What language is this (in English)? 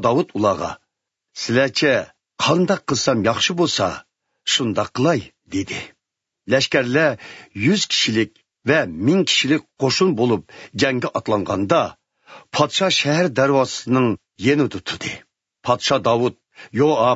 Uyghur